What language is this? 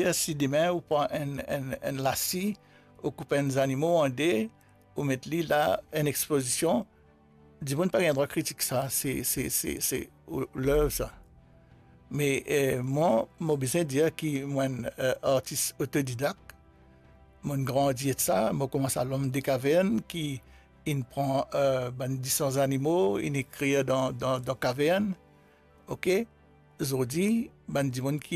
Morisyen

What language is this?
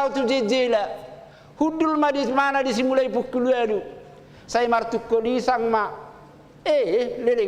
Batak Toba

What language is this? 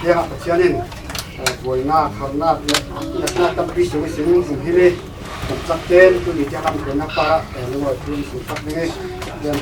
Falam Chin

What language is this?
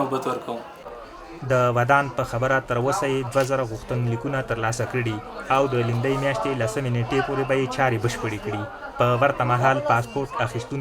Pashto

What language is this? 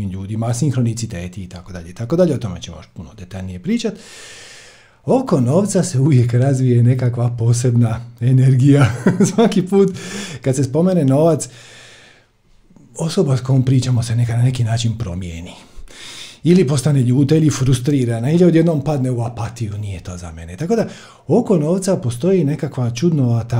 Croatian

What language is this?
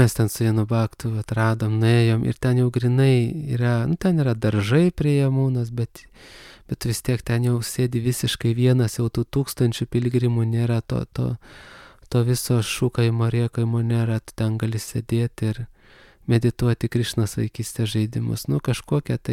Lithuanian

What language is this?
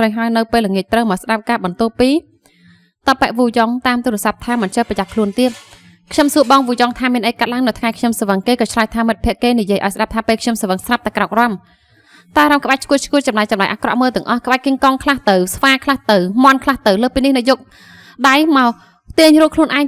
Khmer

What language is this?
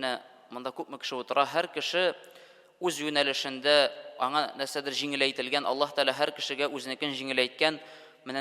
Tatar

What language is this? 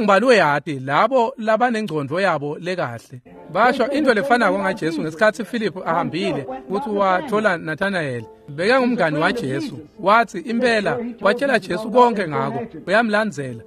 Swati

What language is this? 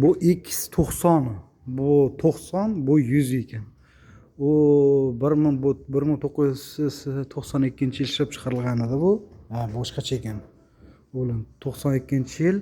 Uzbek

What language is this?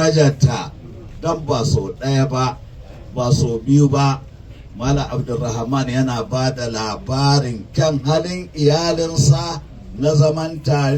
Hausa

